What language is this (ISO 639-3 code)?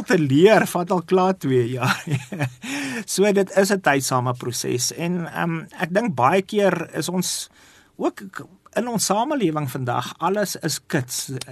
afr